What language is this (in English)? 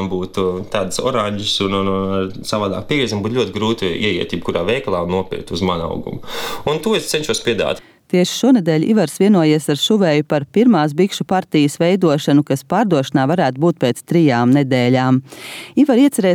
Latvian